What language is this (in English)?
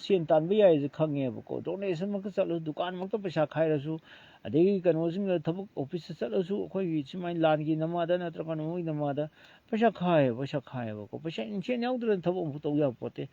Manipuri